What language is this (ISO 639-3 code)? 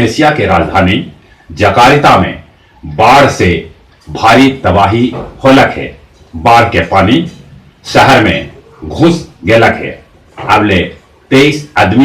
mag